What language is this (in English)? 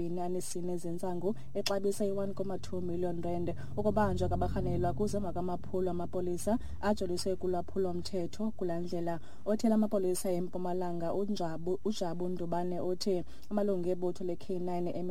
Xhosa